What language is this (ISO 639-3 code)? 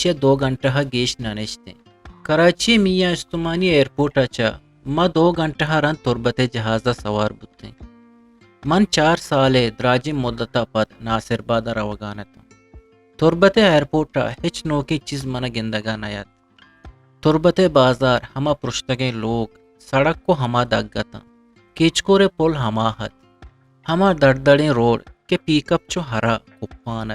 bgp